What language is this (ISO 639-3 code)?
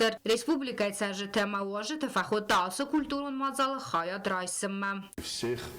oss